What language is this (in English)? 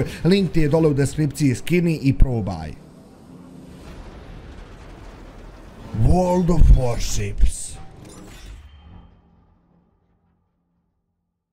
Bosnian